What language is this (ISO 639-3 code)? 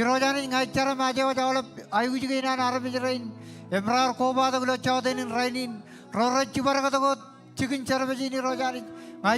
mah